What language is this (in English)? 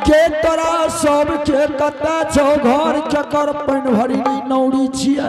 Angika